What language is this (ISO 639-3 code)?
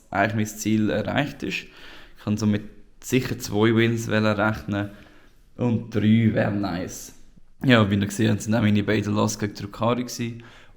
gsw